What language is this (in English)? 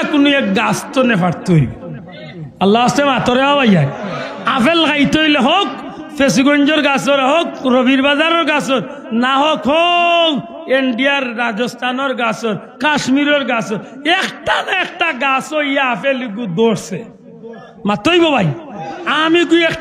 Sylheti